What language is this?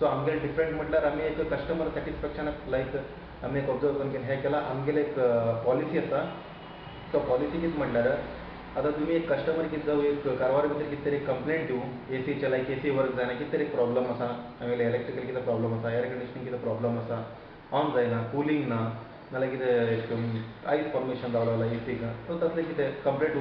Konkani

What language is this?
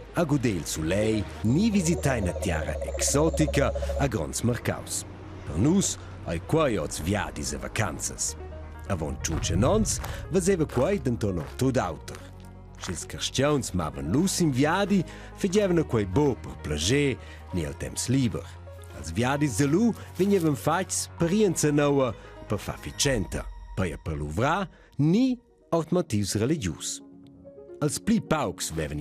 Romansh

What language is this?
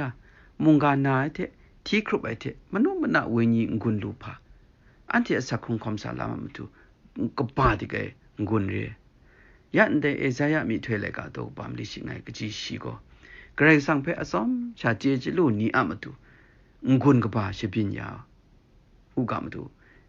Kachin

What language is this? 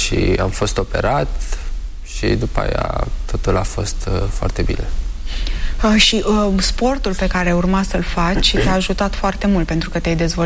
Romanian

